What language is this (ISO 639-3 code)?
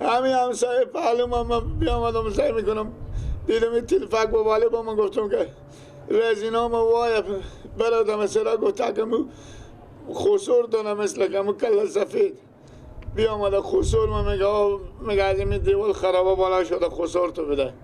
fas